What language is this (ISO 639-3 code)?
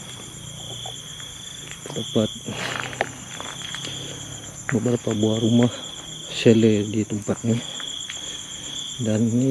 msa